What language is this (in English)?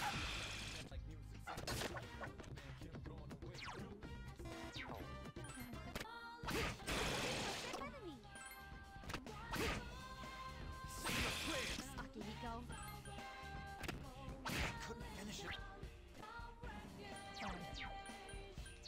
English